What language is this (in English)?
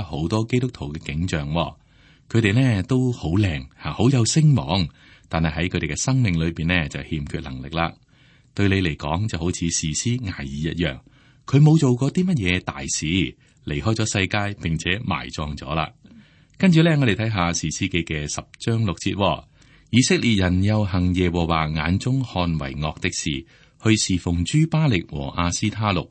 Cantonese